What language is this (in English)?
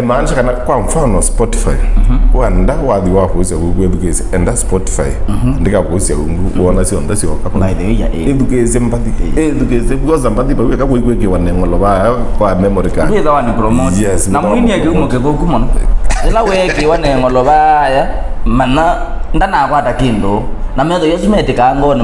Kamba